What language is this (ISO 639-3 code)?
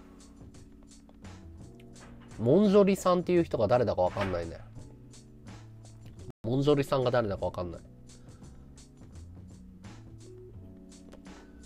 jpn